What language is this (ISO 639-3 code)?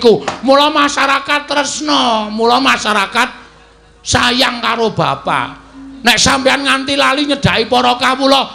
jav